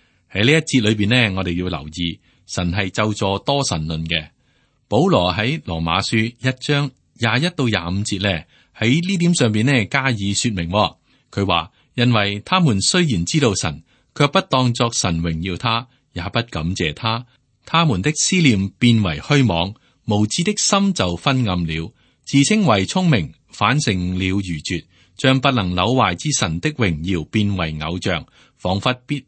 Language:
Cantonese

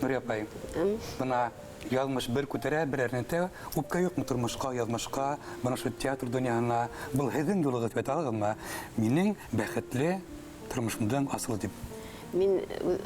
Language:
Bashkir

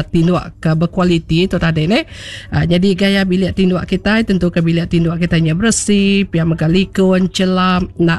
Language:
Iban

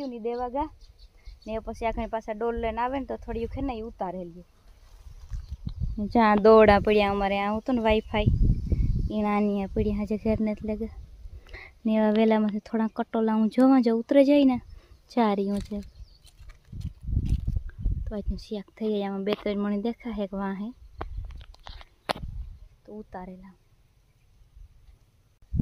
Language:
Gujarati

